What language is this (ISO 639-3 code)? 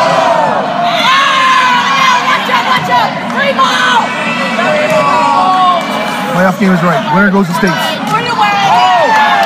eng